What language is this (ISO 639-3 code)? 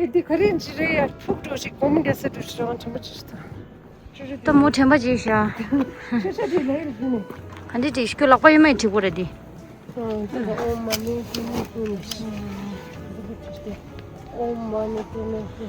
bod